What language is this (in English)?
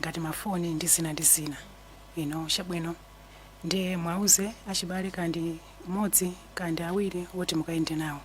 Nyanja